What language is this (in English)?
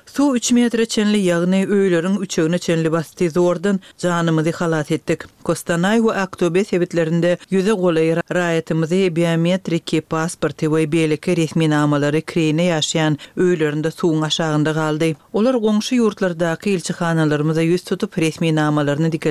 Turkmen